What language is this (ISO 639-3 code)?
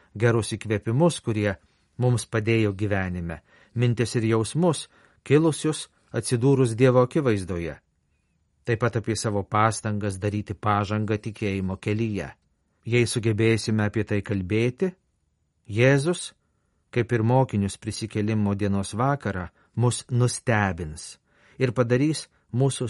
lit